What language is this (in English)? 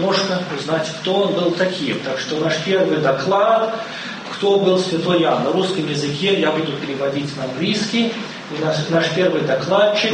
Russian